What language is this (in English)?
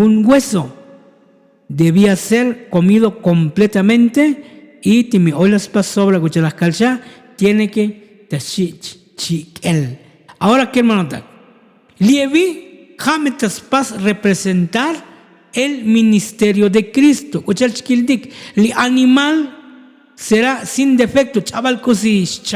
Tzotzil